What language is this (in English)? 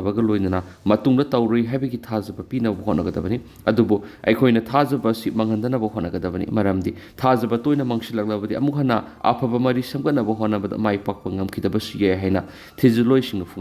Manipuri